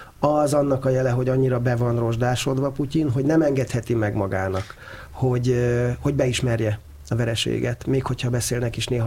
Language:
Hungarian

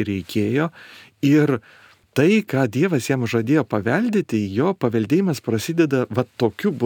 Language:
Lithuanian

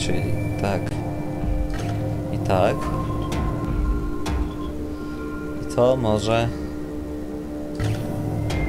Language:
Polish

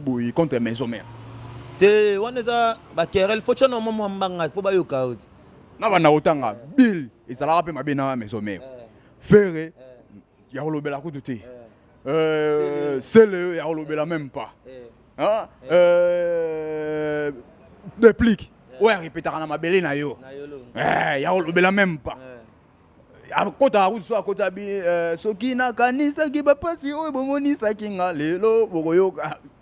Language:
Lingala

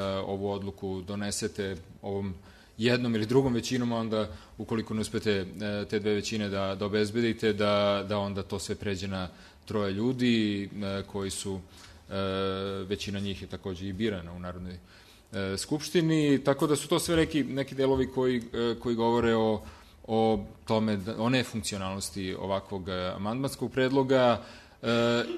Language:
Serbian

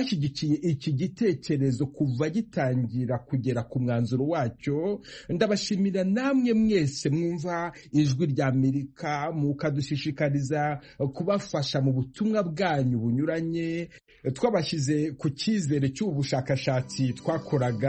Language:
Kinyarwanda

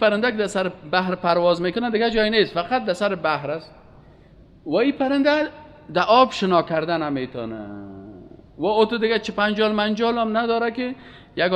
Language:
Persian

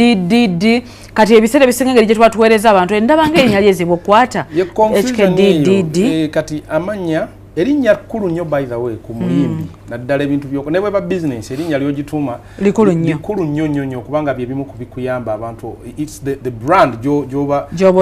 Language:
Ganda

